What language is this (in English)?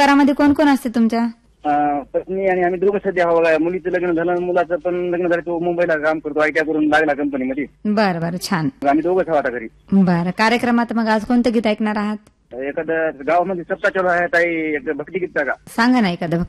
Marathi